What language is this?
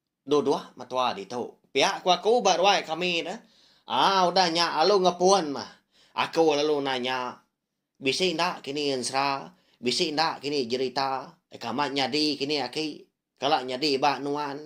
Iban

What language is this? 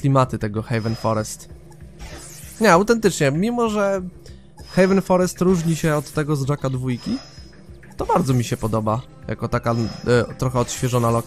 Polish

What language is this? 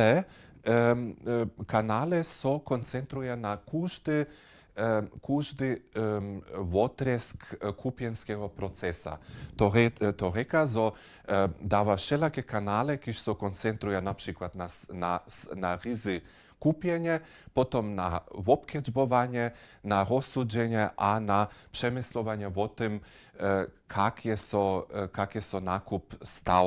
Upper Sorbian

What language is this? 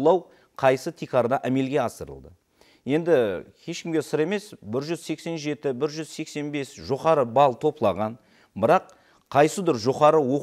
Kara-Kalpak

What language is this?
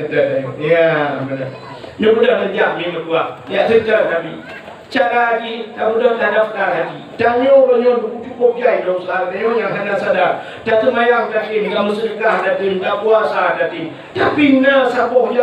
Achinese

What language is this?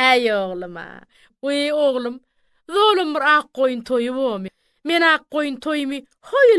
Turkmen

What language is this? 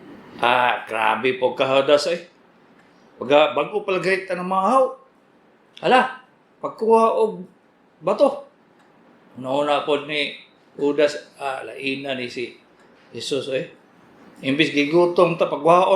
Cebuano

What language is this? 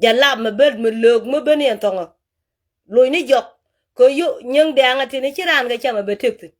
Nuer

